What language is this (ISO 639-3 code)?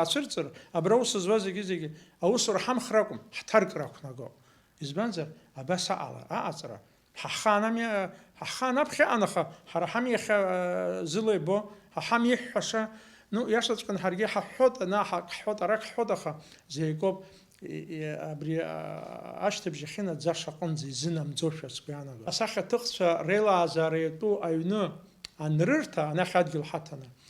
abk